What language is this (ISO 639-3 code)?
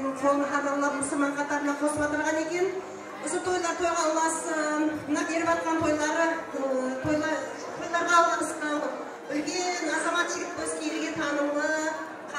kaa